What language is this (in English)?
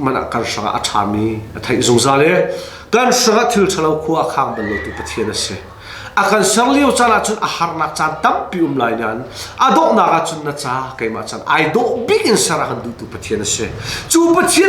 Hakha Chin